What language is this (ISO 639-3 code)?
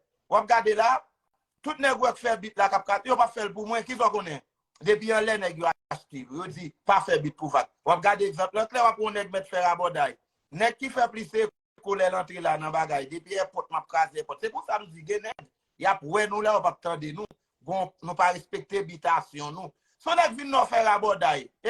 hat